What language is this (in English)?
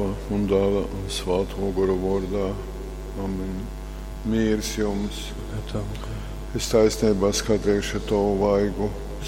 Latgalian